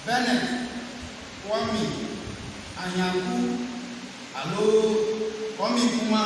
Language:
Ewe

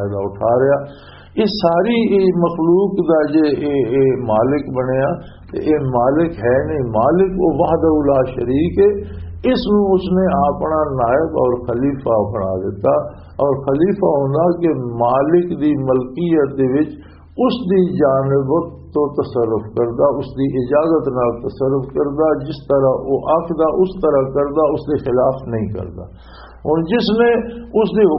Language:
Western Panjabi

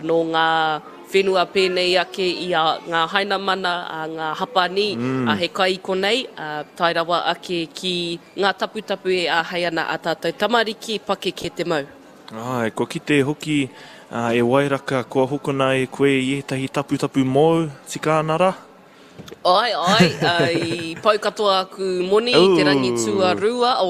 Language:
Māori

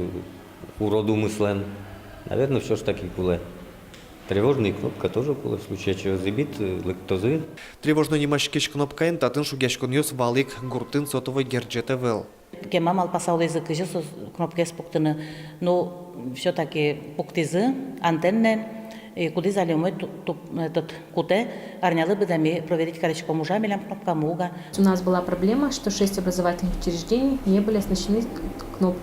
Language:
Udmurt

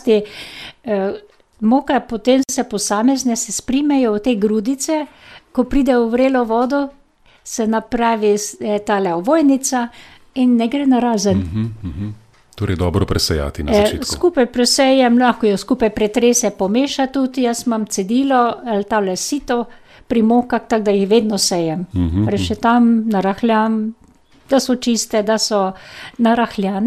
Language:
Slovenian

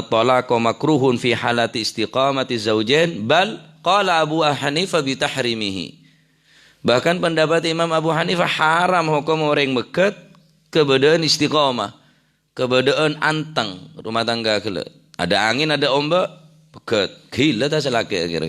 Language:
Madurese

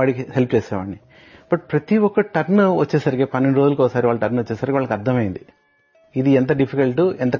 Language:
Telugu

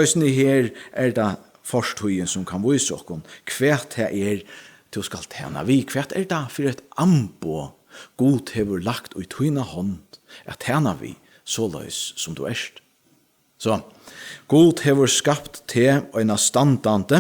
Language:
Faroese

